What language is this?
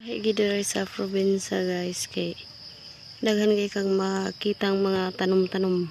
Cebuano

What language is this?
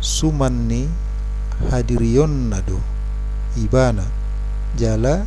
Batak Toba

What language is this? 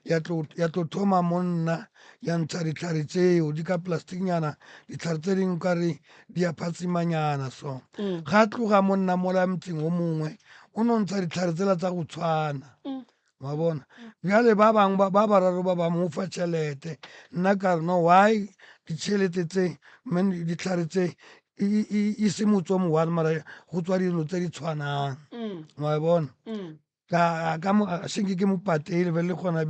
Northern Sotho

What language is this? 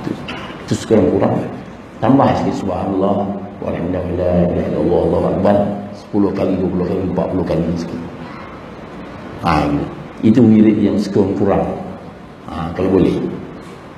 Malay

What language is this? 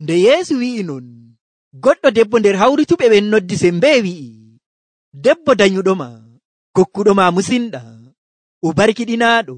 Nigerian Fulfulde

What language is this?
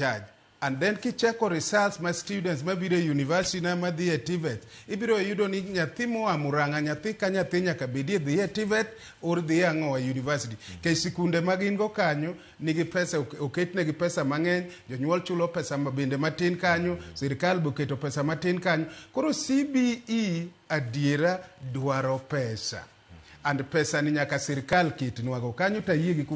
Luo (Kenya and Tanzania)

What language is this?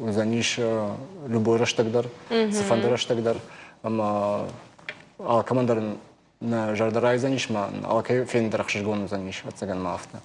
Ossetic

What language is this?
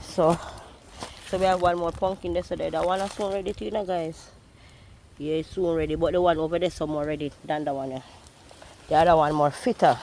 Jamaican Creole English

